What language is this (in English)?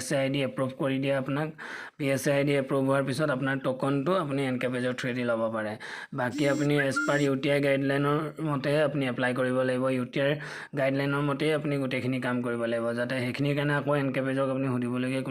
Assamese